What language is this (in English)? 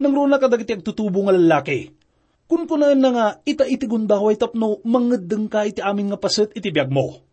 Iloko